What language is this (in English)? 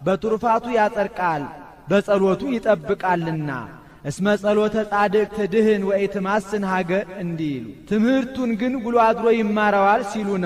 Amharic